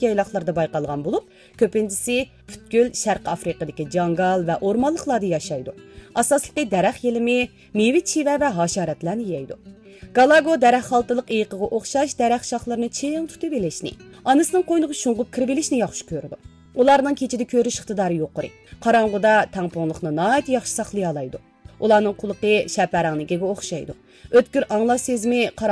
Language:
Uyghur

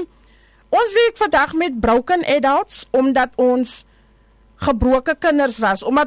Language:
Afrikaans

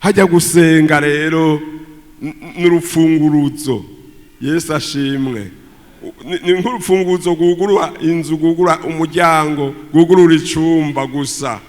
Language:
Rundi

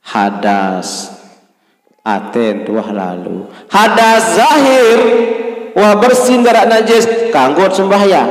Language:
Sasak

